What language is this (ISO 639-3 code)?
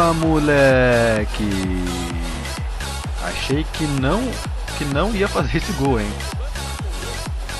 por